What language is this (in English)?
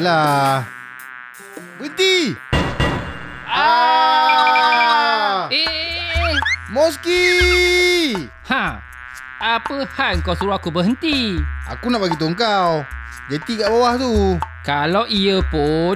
Malay